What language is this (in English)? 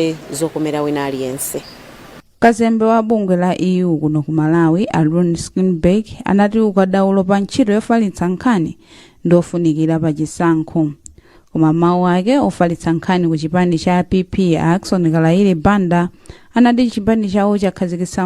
Nyanja